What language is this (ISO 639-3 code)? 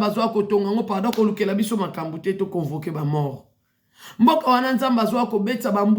lin